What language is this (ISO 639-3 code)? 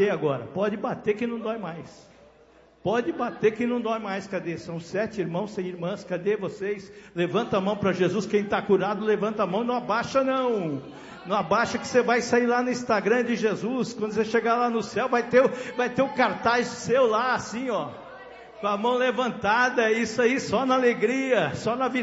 por